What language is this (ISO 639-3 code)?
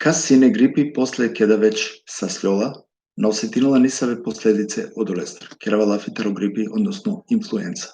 rmn